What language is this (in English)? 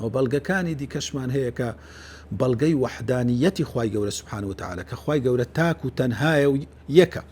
Central Kurdish